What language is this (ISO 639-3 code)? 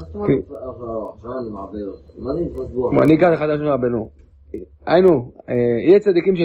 heb